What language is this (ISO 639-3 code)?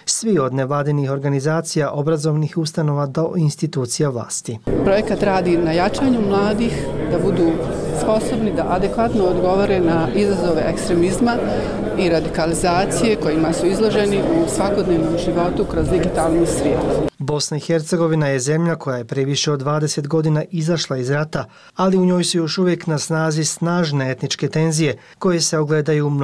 bos